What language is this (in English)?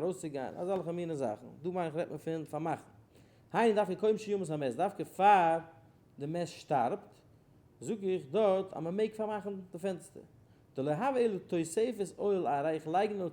Yiddish